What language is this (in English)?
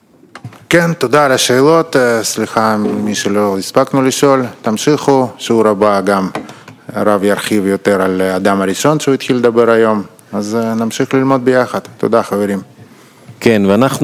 Hebrew